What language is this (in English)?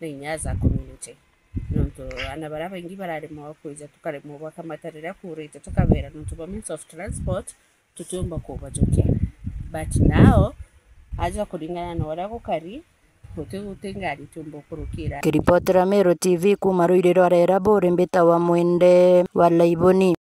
Meru